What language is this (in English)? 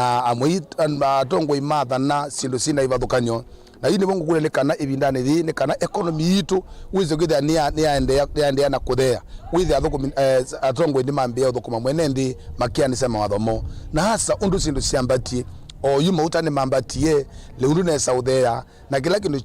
Kamba